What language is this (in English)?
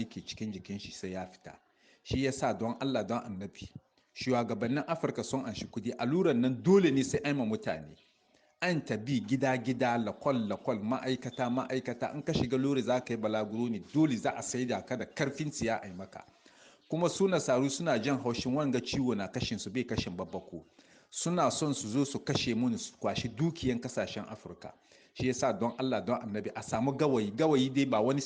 Hausa